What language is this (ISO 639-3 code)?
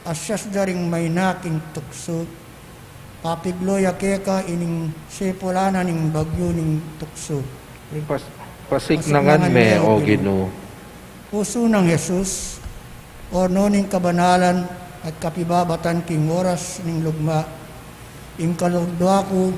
pam